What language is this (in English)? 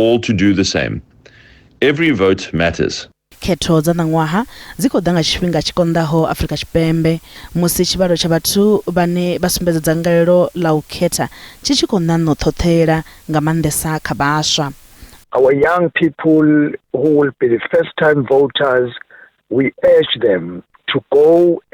Venda